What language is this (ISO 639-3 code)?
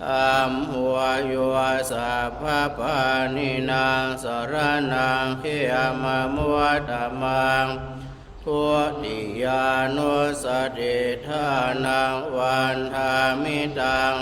pli